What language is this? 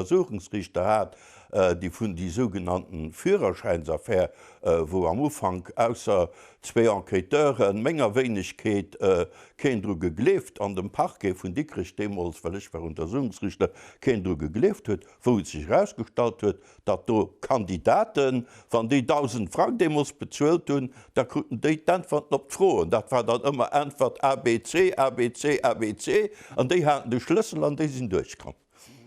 Luxembourgish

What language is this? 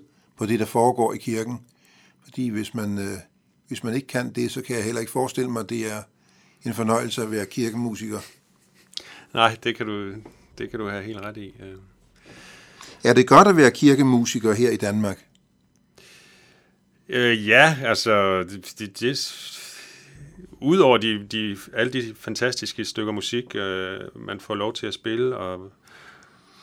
Danish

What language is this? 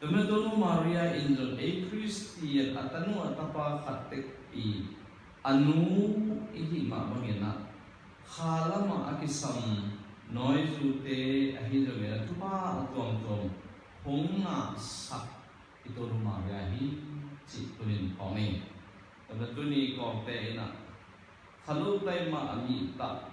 Tedim Chin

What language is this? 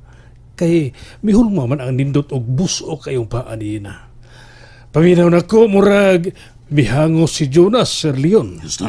Cebuano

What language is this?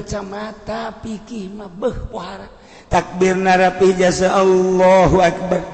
Sundanese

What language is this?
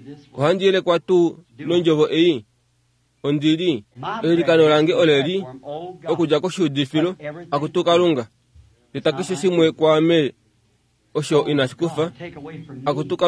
Kuanyama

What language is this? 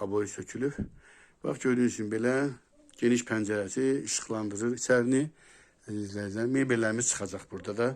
Azerbaijani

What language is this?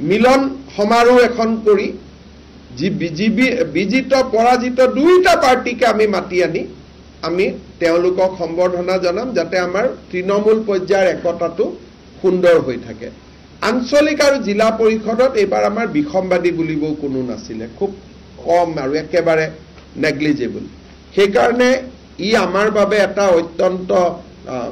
Assamese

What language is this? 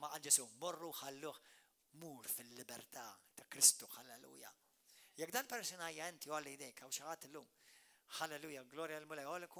Maltese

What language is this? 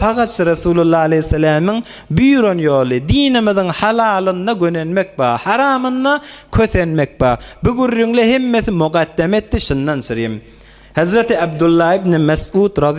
Turkmen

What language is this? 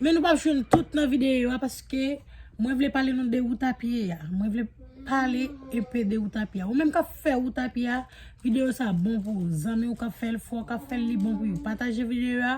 Haitian Creole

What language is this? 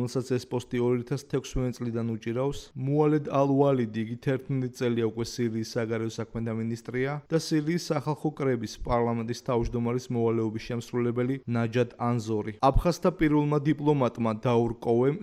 Georgian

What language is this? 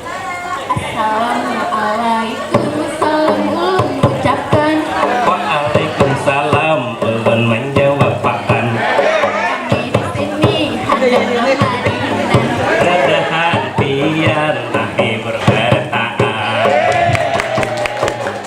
Banjar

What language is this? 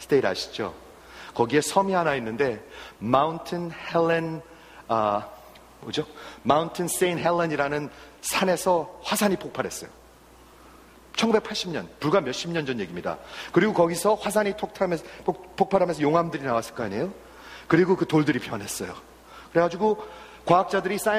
Korean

